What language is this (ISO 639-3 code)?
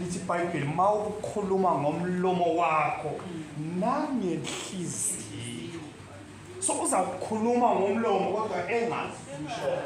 zul